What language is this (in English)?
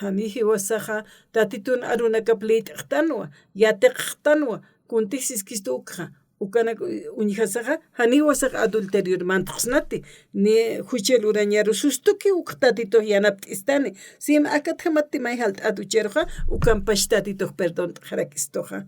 Aymara